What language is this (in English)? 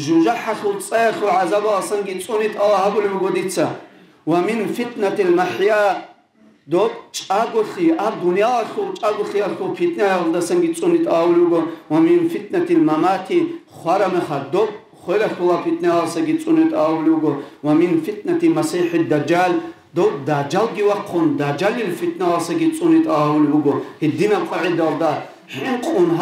Avaric